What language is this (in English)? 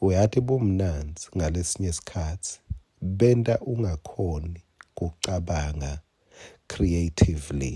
Swati